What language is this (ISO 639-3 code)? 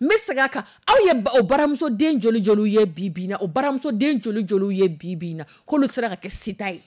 dyu